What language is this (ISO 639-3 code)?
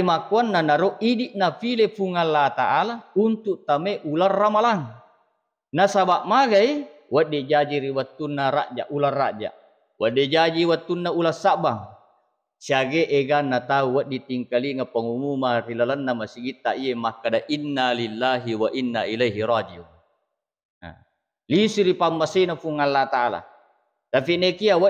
bug